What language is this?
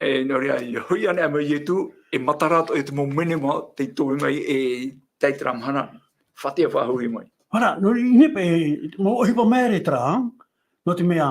Tahitian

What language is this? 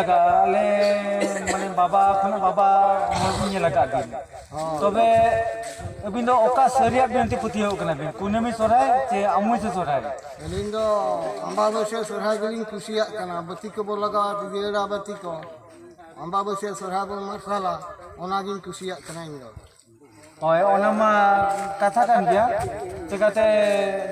Santali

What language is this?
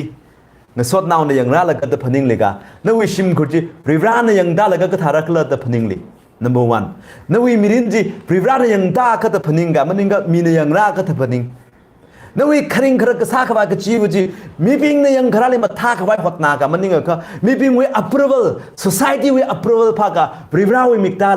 Tangkhul Naga (India)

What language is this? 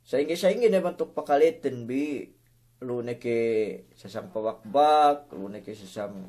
Yakan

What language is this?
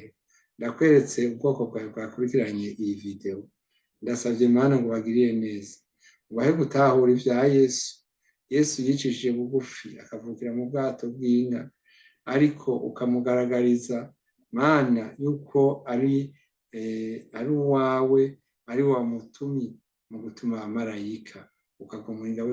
Rundi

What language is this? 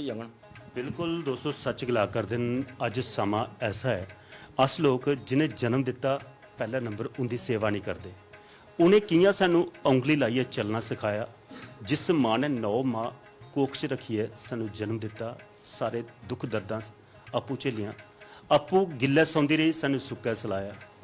Dogri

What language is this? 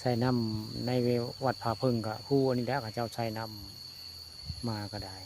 Northeastern Thai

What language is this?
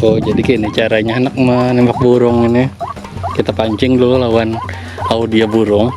Banjar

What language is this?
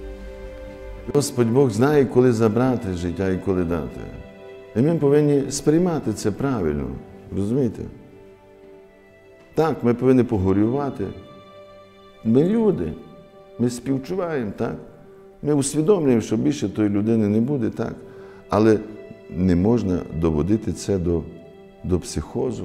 Ukrainian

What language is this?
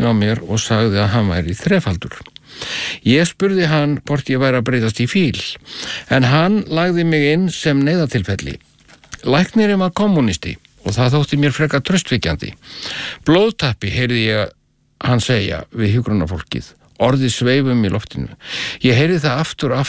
Icelandic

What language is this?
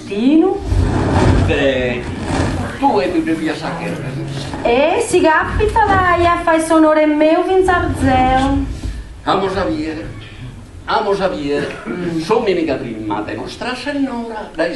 Sardinian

